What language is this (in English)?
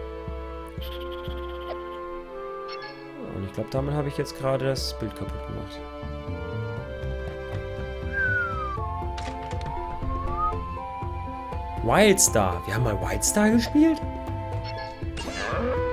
German